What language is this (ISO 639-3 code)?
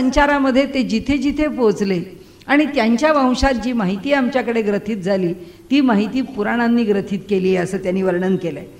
mar